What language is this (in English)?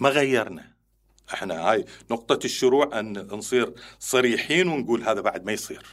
Mesopotamian Arabic